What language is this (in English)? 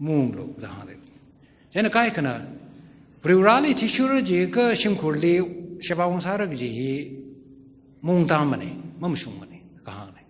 Tangkhul Naga (India)